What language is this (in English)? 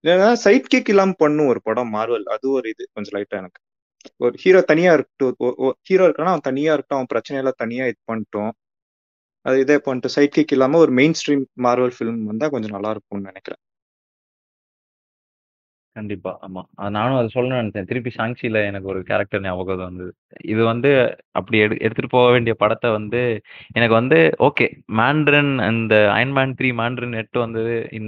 Tamil